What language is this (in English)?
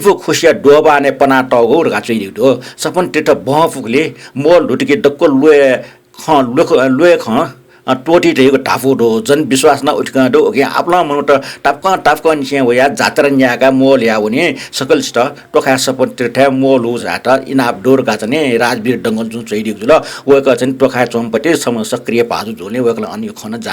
Newari